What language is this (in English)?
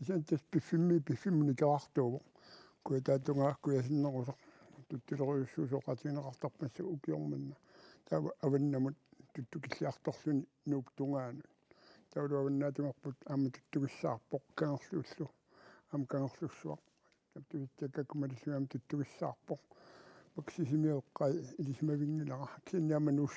Kalaallisut